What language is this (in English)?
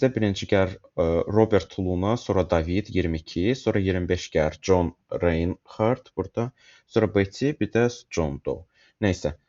Azerbaijani